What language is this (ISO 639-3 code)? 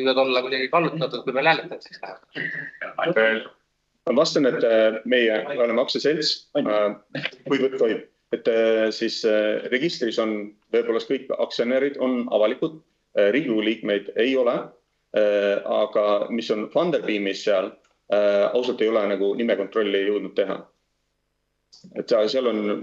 est